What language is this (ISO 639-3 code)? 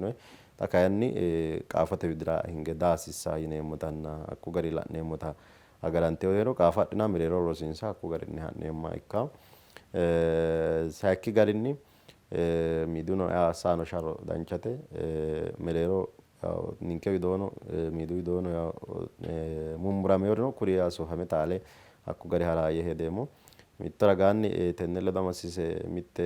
sid